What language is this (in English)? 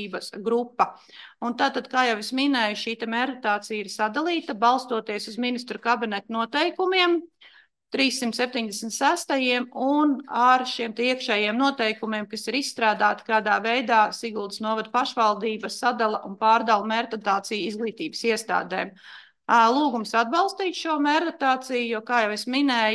Latvian